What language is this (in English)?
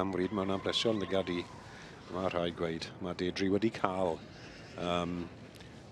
Welsh